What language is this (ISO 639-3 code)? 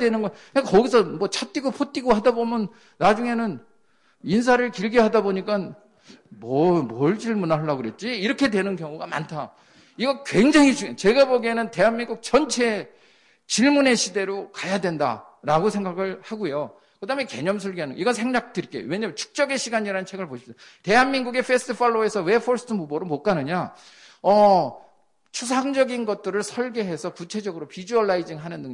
kor